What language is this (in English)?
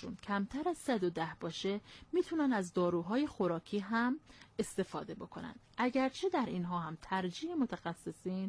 Persian